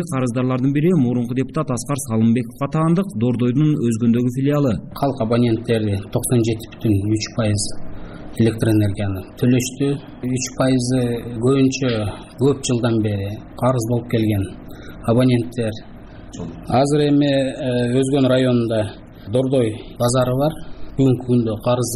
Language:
Kyrgyz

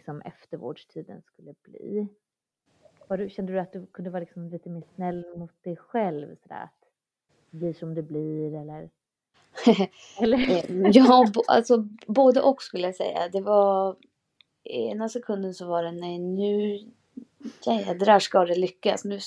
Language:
Swedish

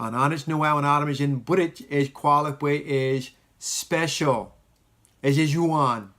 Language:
Marshallese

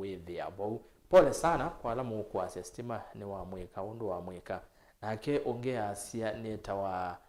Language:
Kamba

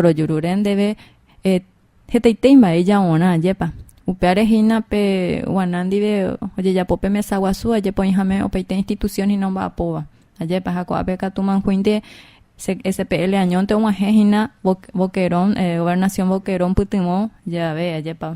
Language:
Guarani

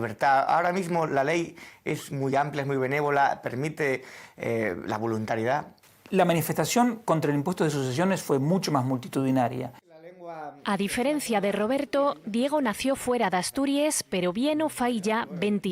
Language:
Asturian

